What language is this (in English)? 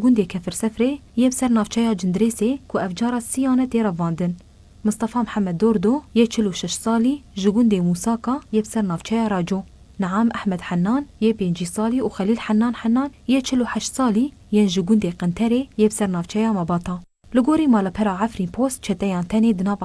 Kurdish